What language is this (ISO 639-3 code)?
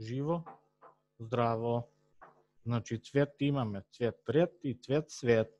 mkd